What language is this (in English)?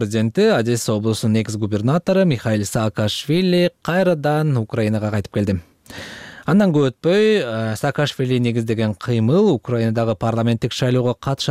Kyrgyz